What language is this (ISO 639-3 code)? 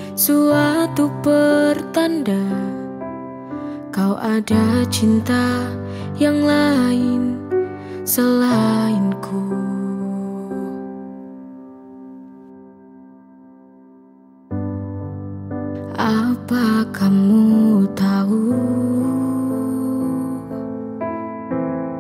ind